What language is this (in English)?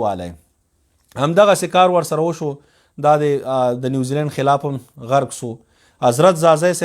Pashto